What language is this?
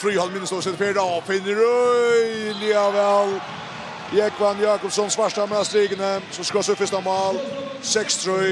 Faroese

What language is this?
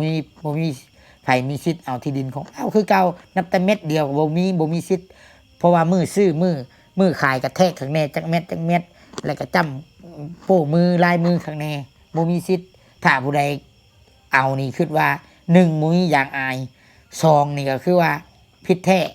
Lao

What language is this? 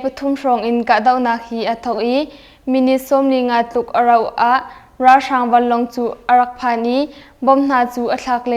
Hakha Chin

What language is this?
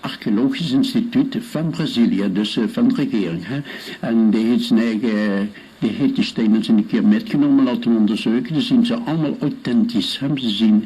Limburgish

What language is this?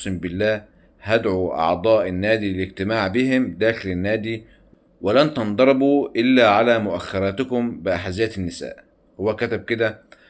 Egyptian Arabic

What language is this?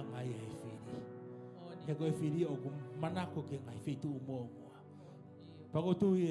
Tongan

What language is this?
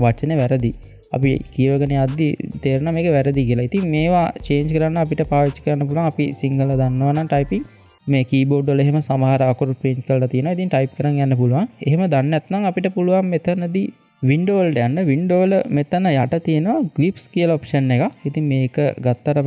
Sinhala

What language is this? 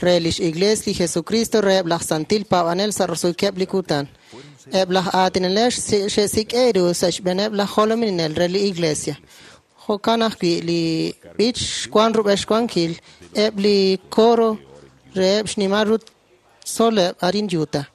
Kekchí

